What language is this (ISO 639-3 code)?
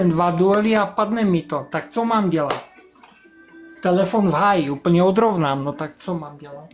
ces